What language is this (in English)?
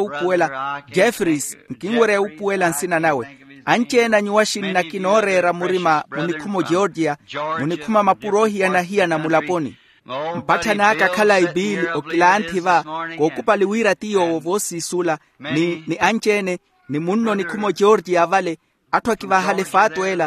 Makhuwa